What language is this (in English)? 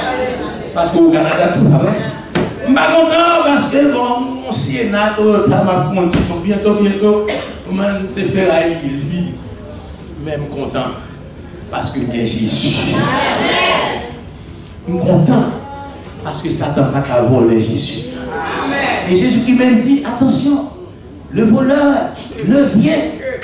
French